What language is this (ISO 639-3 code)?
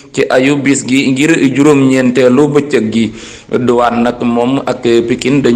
wol